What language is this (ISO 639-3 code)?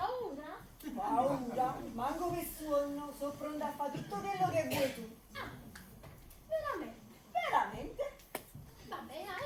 nap